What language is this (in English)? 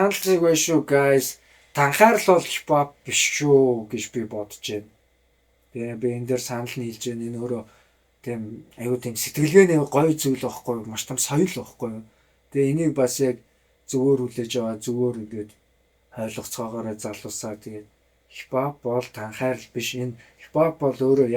Mongolian